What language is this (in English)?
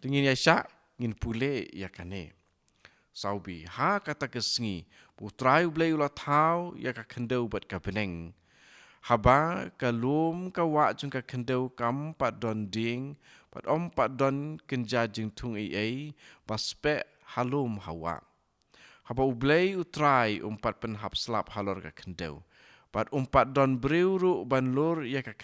Khasi